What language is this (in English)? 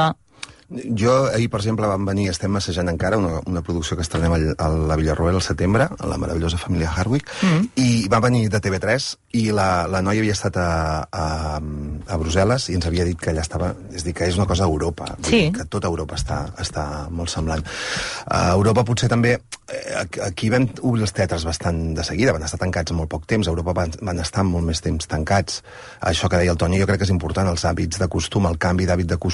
Catalan